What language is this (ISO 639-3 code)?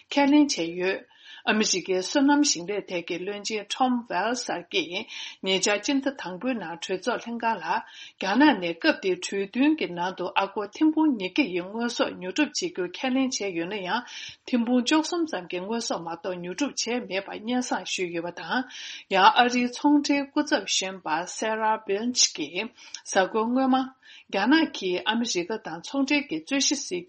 bod